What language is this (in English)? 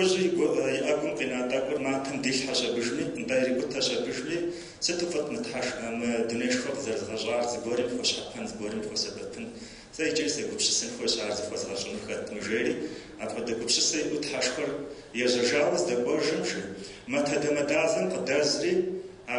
Kabardian